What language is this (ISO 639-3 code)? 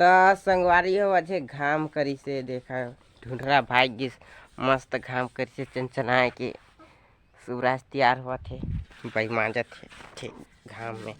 hne